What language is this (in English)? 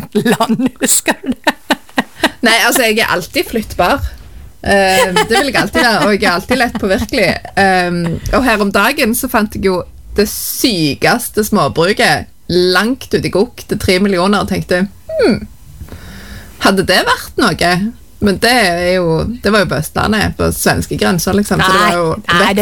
Norwegian